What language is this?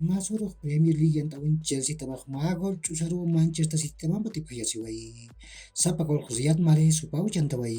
Aymara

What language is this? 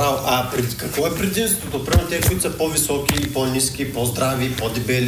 Bulgarian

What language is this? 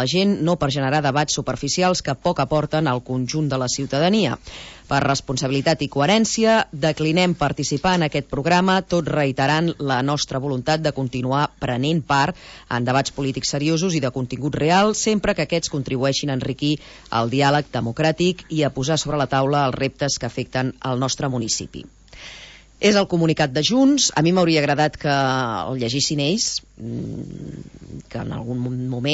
Catalan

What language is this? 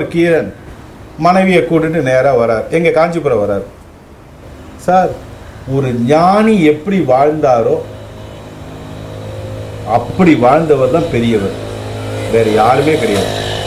Tamil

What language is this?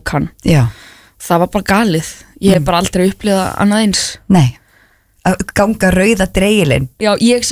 Icelandic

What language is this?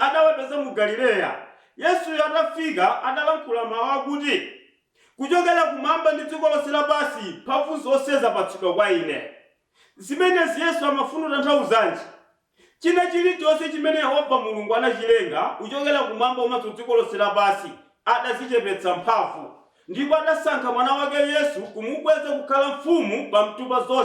Nyanja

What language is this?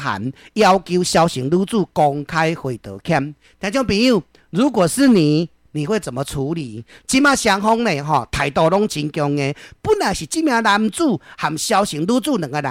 Min Nan Chinese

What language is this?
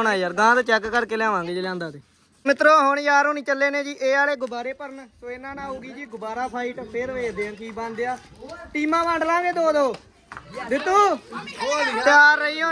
Punjabi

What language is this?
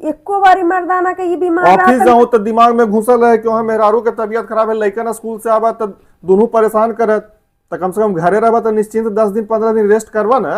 Magahi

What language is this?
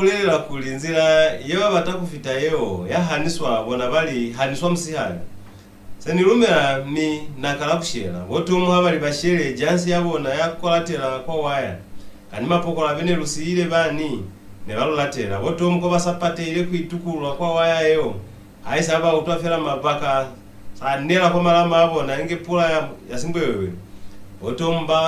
Lozi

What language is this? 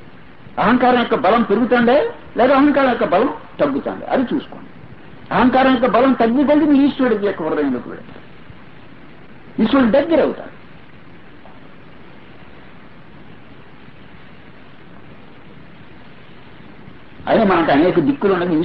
Telugu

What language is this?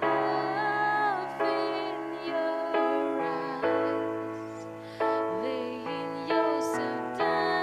Tangkhul Naga (India)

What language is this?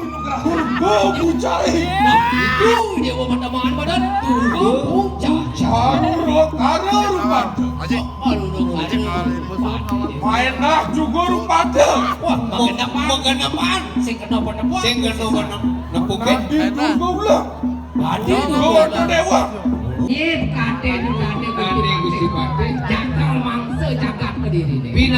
Balinese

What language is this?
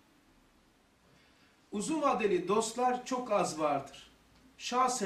Turkish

